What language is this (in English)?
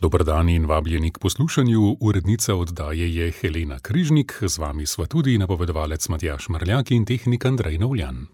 Slovenian